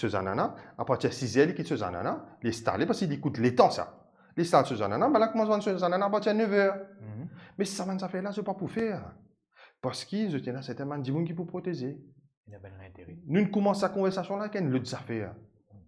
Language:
Morisyen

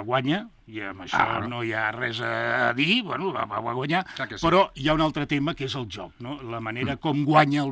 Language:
Catalan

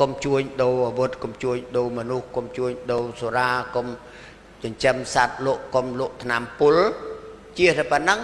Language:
Khmer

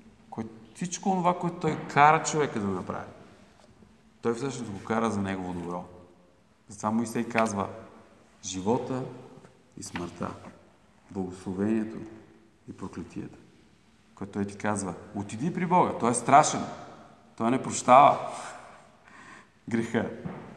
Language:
Bulgarian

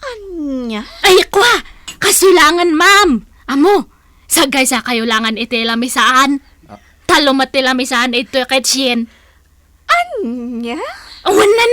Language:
Iloko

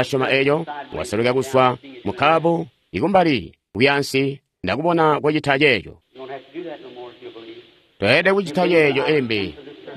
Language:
Tonga (Zambia)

